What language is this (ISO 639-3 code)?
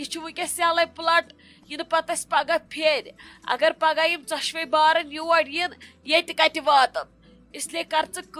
kas